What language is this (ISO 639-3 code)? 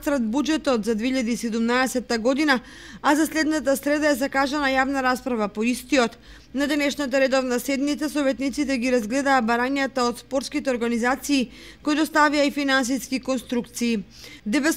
mkd